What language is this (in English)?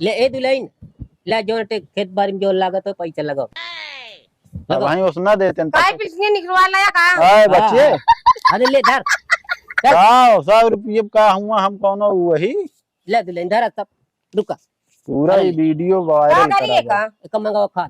Awadhi